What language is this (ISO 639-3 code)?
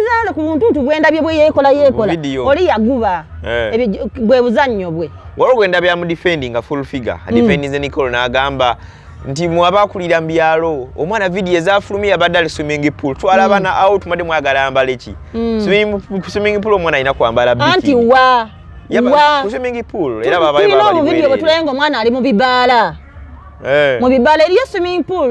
lug